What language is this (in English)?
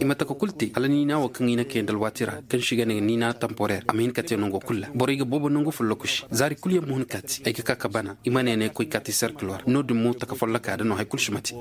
Koyraboro Senni